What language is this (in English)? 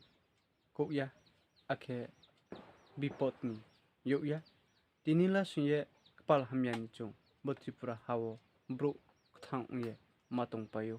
Riang (India)